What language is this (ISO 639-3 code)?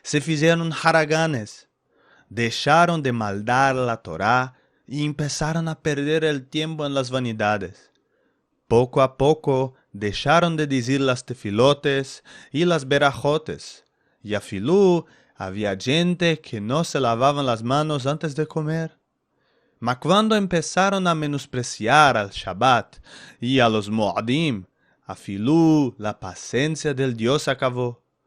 lad